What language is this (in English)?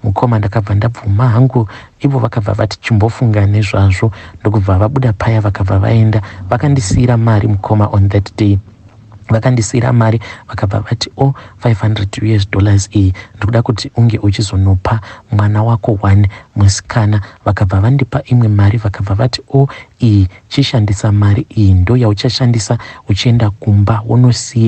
Shona